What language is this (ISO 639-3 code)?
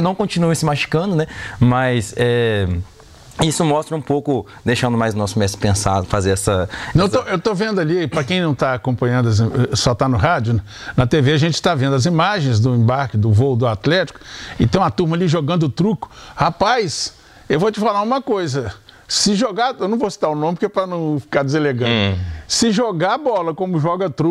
por